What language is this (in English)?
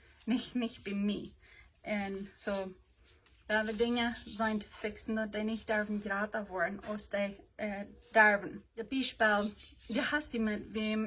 Plautdietsch